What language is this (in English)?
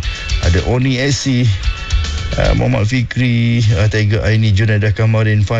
Malay